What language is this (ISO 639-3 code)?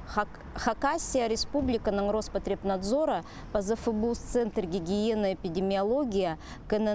kjh